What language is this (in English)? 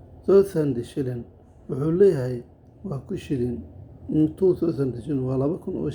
Somali